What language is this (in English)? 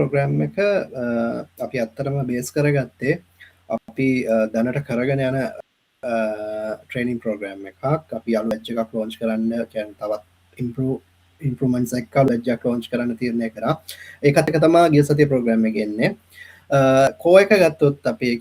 Sinhala